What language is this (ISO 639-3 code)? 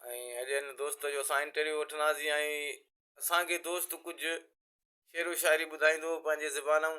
snd